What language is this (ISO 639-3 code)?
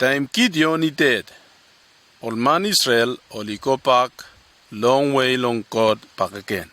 bis